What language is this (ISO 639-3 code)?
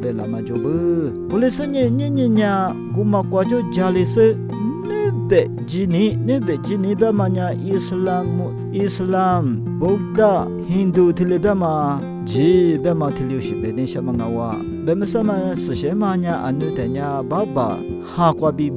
lis